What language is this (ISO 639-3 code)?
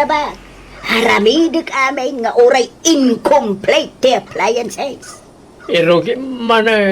ilo